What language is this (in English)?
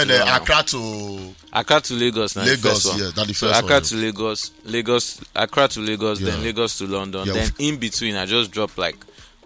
Nigerian Pidgin